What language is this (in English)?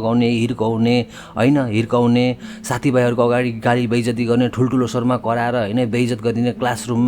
Nepali